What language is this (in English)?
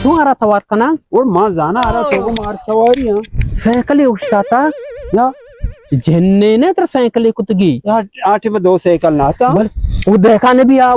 Baluchi